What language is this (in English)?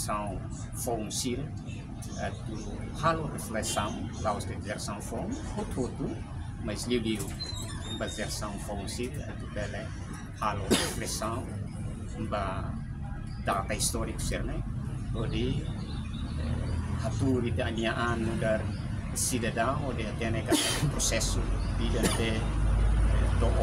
Tetum